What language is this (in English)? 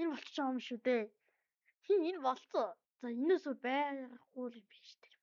Mongolian